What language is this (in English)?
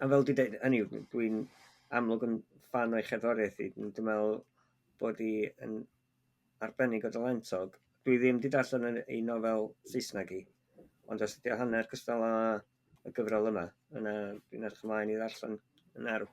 Welsh